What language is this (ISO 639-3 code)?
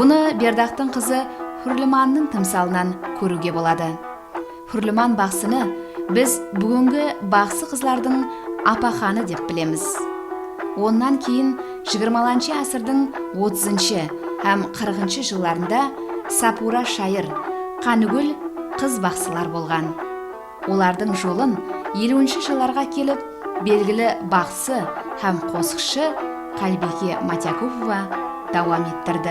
kaa